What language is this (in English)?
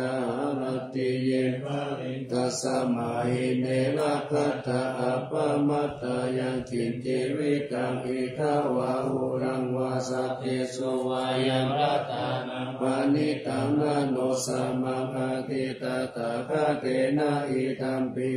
Pali